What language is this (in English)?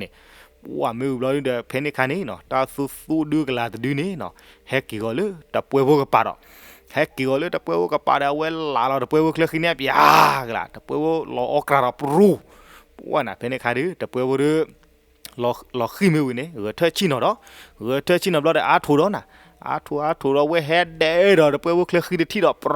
S'gaw Karen